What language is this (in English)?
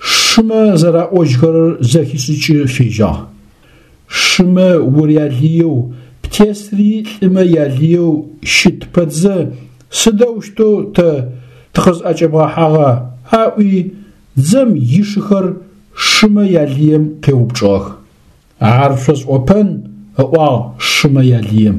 Adyghe